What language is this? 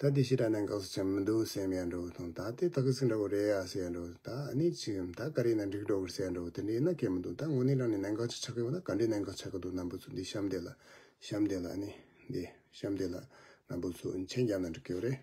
Tibetan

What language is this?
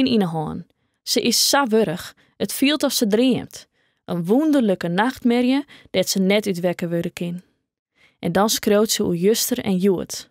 Western Frisian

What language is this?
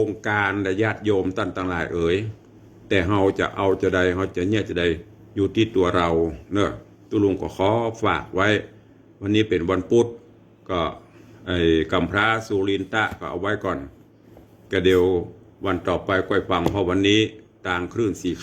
Northern Thai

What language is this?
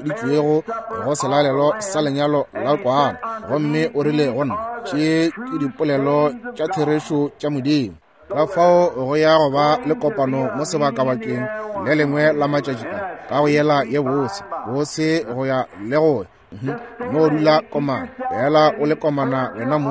Northern Sotho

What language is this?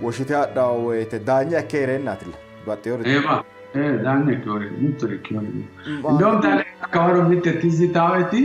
Sidamo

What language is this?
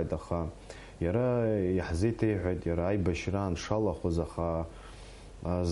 Abkhazian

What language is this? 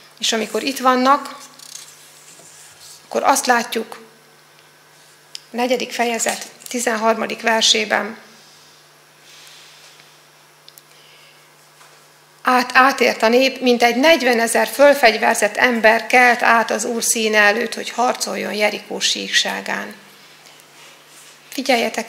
Hungarian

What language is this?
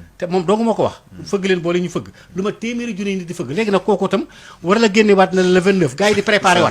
Wolof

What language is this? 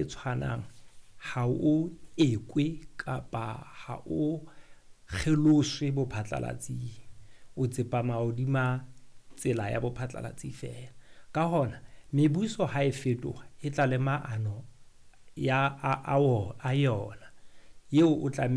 Southern Sotho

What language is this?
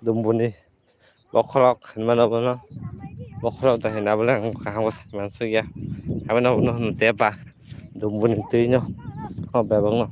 Kok Borok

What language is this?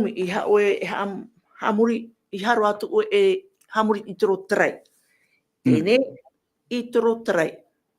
Tahitian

